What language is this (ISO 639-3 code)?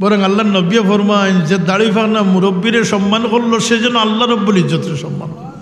syl